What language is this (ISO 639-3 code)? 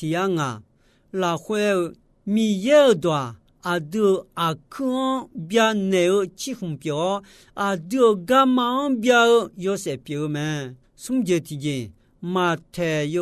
ahk